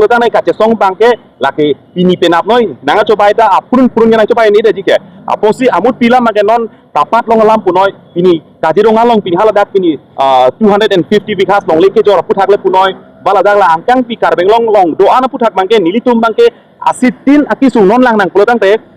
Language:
Karbi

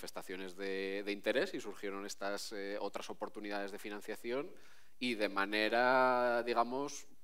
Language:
Spanish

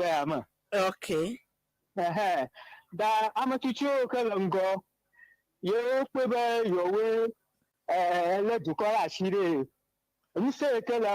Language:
Ewe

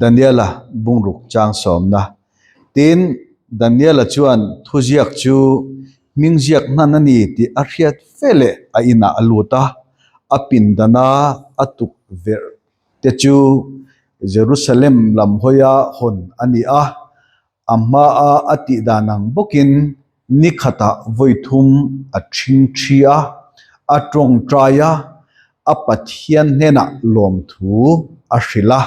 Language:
Mizo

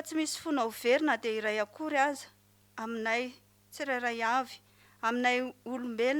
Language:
Malagasy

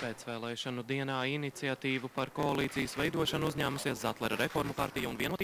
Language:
Latvian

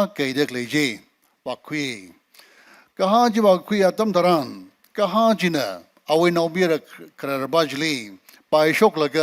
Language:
Tangkhul Naga (India)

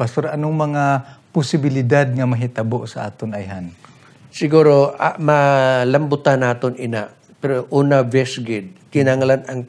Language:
Hiligaynon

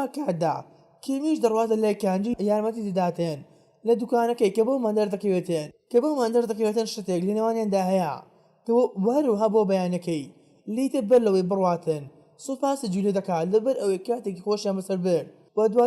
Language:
Central Kurdish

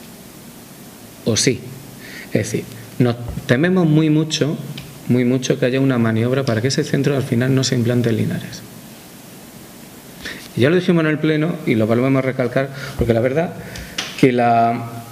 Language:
Spanish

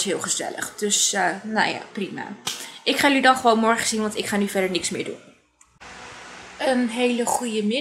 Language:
Dutch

